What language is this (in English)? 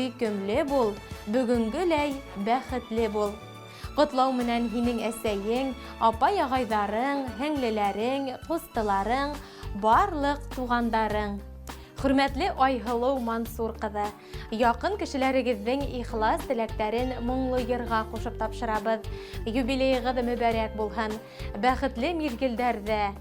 Bashkir